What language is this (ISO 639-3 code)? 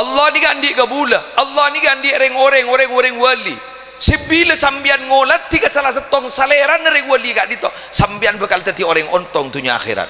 mad